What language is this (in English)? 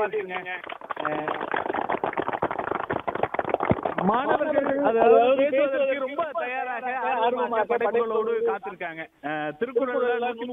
Tamil